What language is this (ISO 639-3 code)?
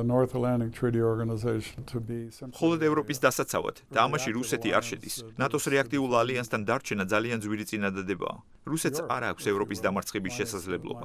kat